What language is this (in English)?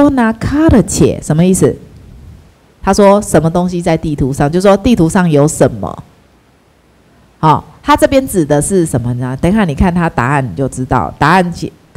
Chinese